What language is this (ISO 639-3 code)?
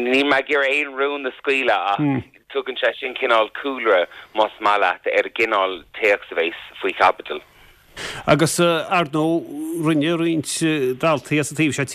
gle